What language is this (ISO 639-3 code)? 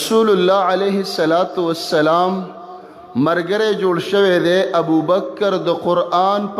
pus